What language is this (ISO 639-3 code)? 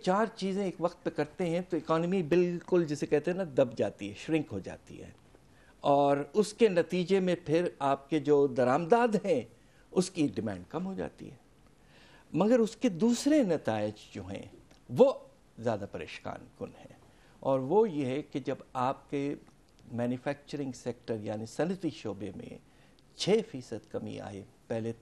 urd